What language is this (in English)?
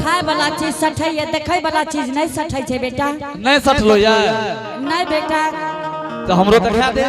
Angika